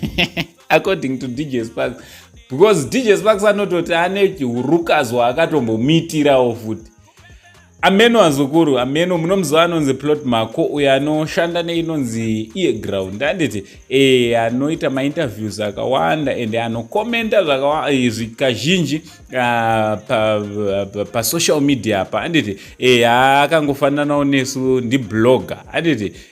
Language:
Shona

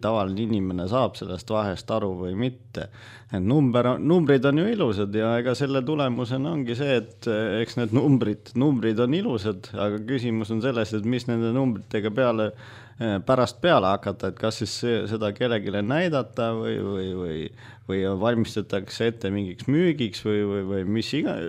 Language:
Estonian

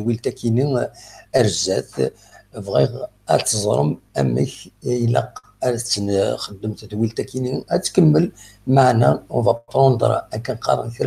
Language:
Kabyle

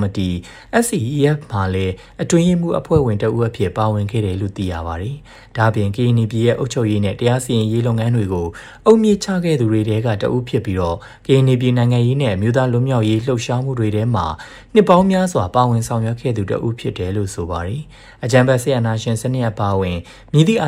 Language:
Burmese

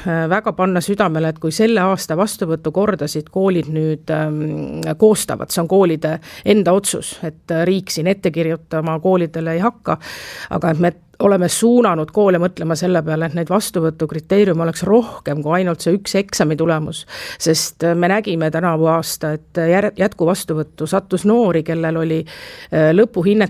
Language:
Estonian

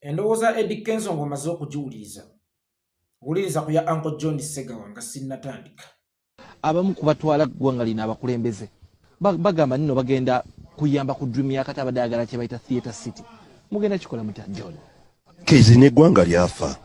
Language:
Ganda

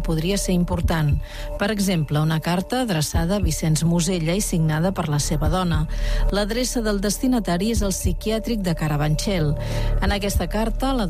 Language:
Catalan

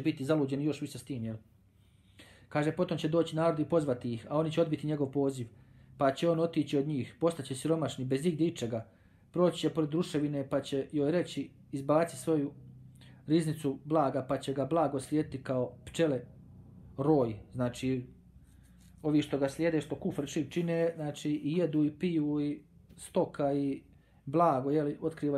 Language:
Bosnian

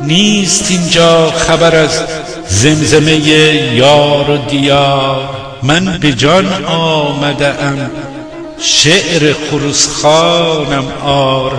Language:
Gilaki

